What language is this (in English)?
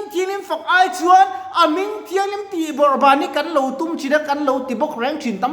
Mizo